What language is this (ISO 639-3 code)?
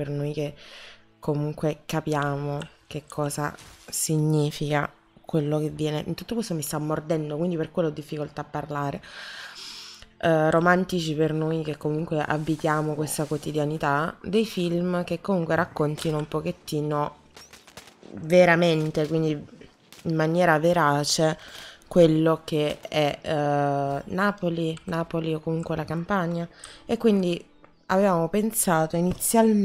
ita